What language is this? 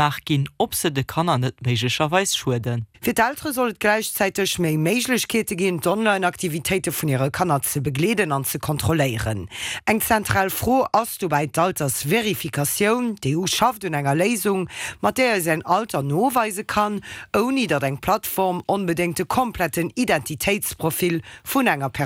Luxembourgish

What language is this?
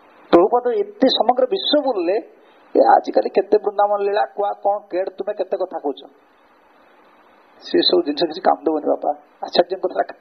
Odia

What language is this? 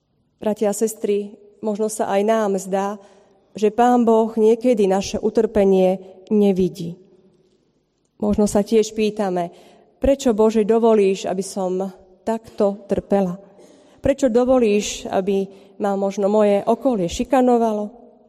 Slovak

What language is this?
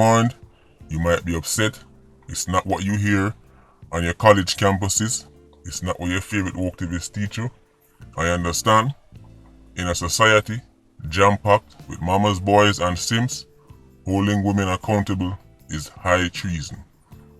Jamaican Creole English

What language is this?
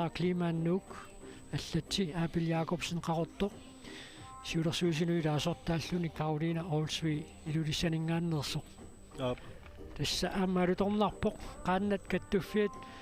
Kalaallisut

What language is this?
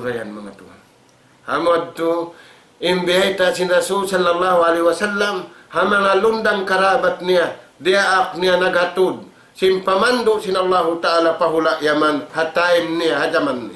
Tausug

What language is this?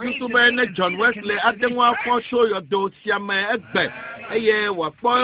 Ewe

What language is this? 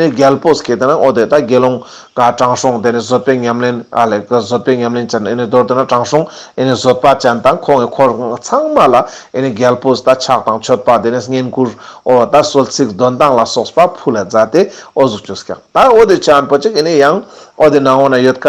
Ladakhi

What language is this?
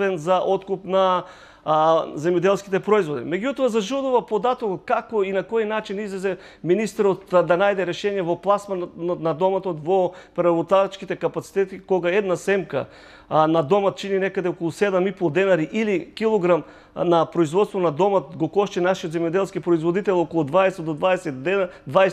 Macedonian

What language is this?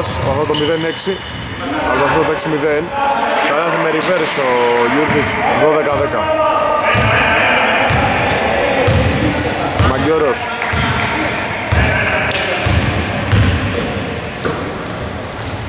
Greek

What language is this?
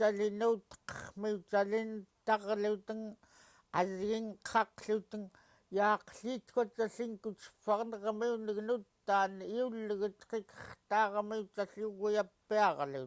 Central Yupik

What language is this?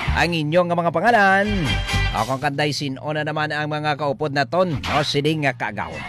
Hiligaynon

